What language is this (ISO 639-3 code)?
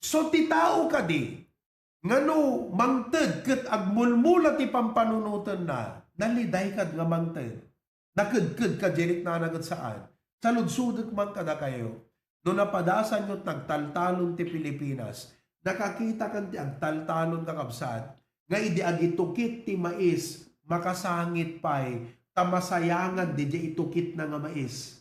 ilo